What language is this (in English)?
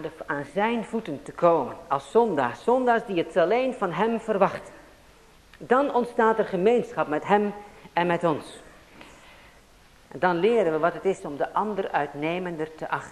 Dutch